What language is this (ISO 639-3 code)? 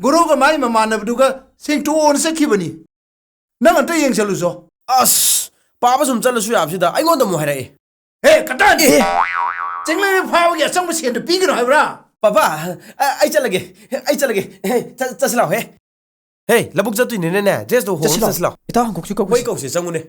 mni